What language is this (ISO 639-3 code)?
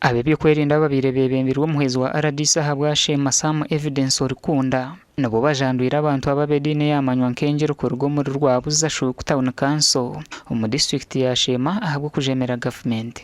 nyn